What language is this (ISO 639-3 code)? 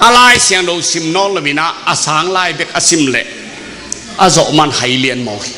ctd